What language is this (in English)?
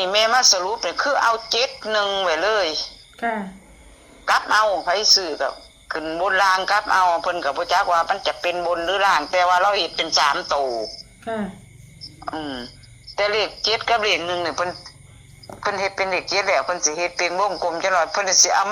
Northeastern Thai